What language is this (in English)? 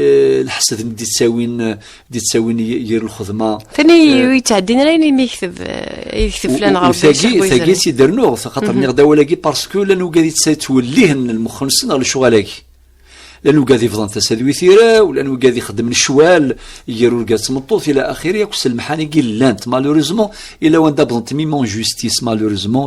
Kabyle